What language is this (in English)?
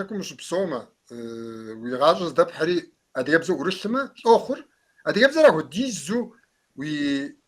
Kabardian